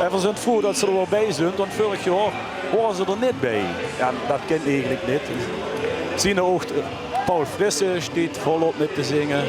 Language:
Limburgish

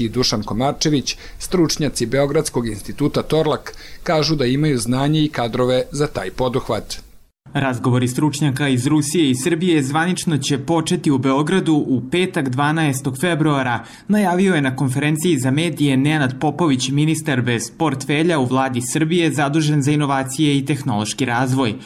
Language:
Serbian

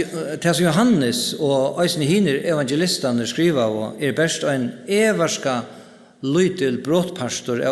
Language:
Faroese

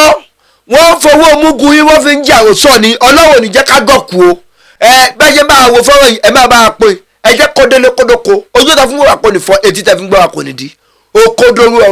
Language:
Yoruba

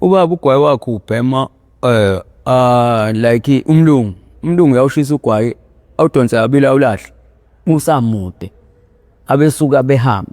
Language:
Zulu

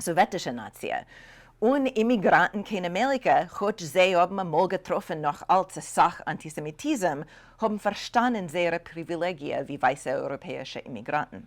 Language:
Yiddish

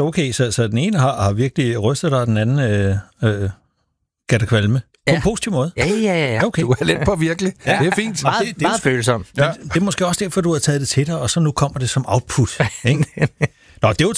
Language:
Danish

